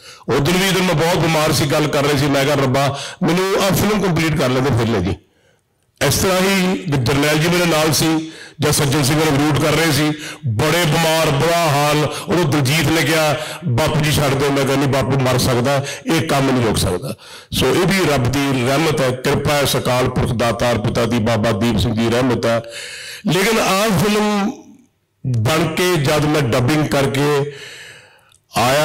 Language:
Punjabi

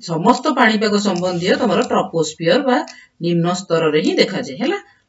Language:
Odia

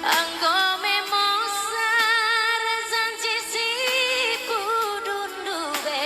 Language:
Batak Karo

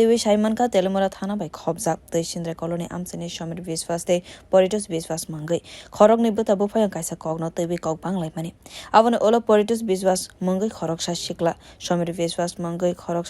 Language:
Kok Borok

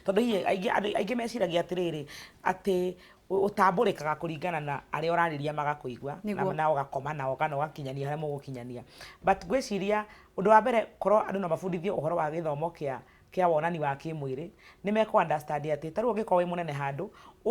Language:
Kikuyu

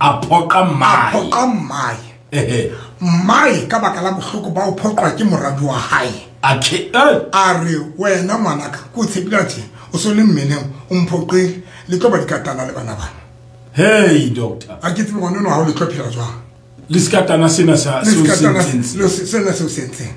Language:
Southern Sotho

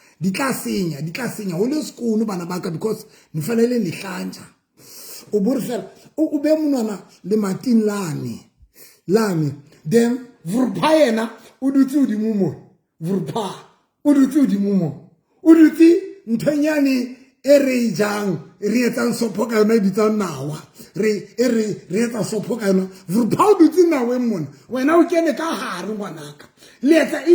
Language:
Southern Sotho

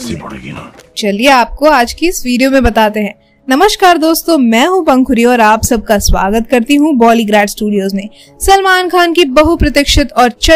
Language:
Hindi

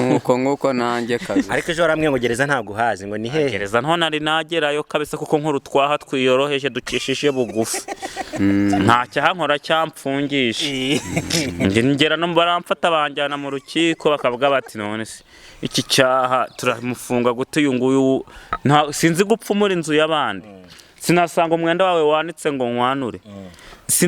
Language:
Kinyarwanda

